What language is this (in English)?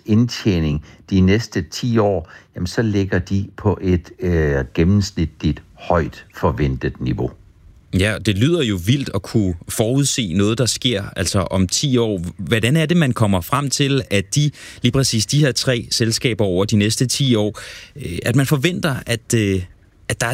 Danish